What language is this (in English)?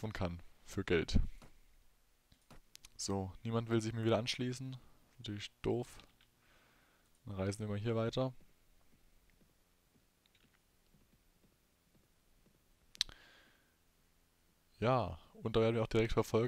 German